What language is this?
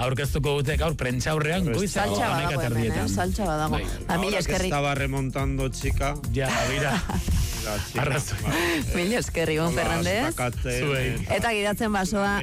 Basque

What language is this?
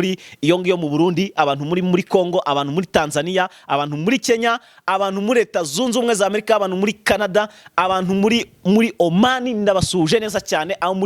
Kinyarwanda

